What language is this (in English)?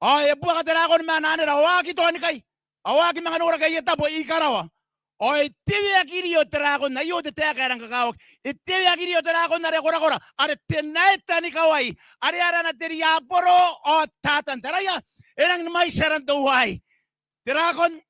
Gilbertese